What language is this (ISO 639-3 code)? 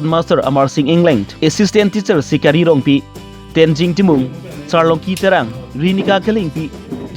mjw